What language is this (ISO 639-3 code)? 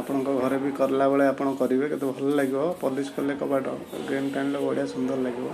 ori